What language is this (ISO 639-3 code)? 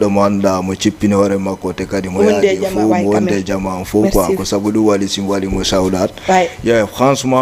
ful